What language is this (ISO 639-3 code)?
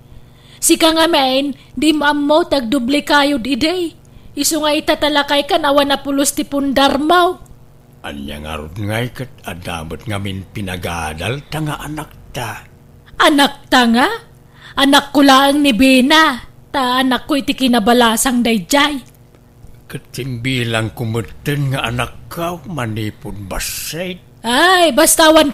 ilo